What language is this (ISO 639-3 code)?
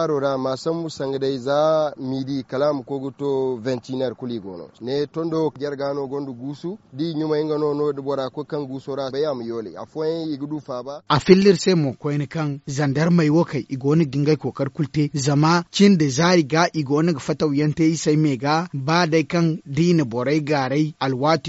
dje